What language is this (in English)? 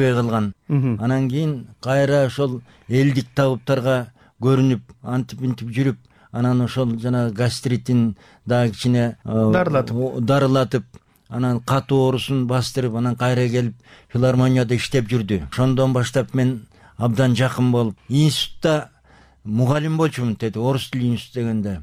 Kyrgyz